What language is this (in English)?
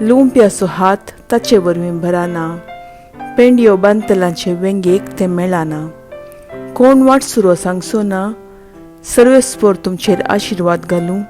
Konkani